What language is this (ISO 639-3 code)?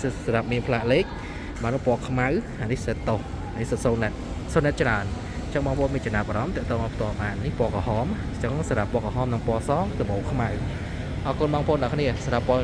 khm